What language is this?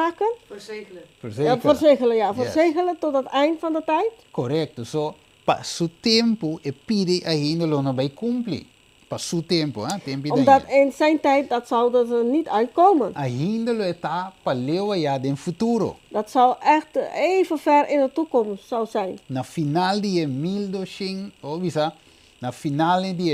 Papiamento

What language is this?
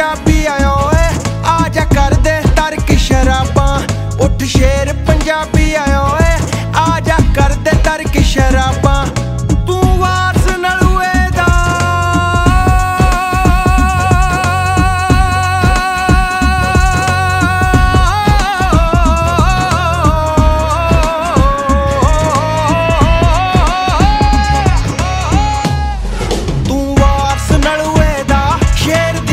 Punjabi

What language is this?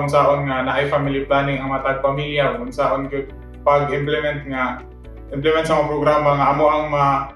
Cebuano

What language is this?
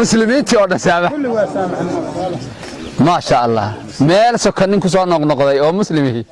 Somali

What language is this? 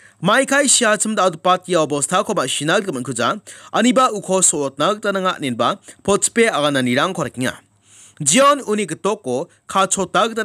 Garo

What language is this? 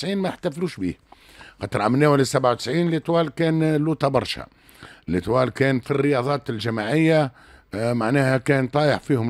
Tunisian Arabic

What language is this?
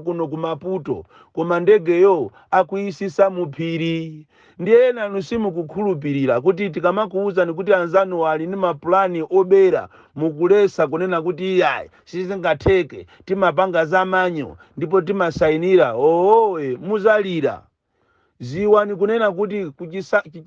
Nyanja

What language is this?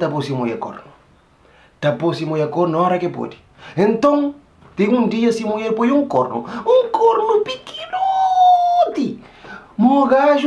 Kabuverdianu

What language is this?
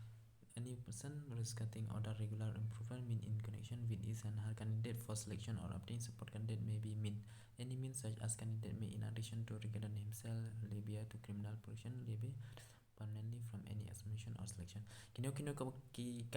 Khasi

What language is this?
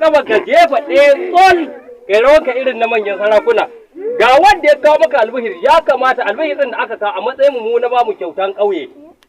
Hausa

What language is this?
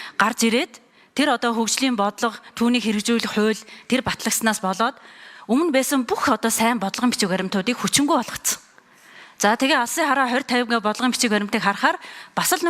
Mongolian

